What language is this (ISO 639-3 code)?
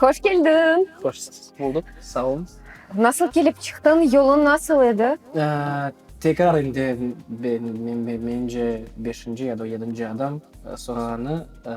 crh